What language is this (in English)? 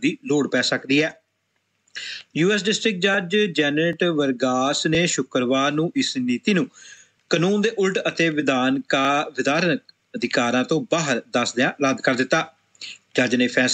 Punjabi